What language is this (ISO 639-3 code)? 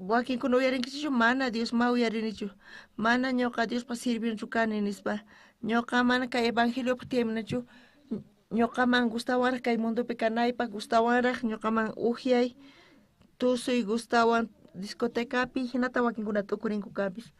quh